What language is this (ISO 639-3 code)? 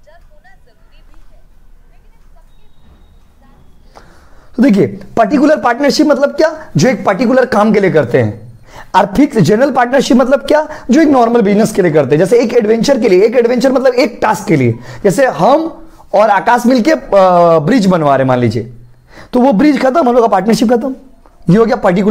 hin